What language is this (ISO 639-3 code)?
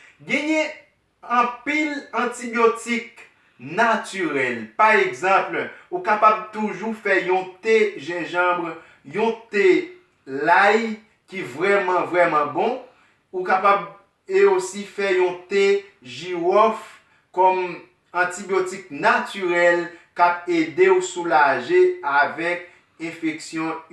hat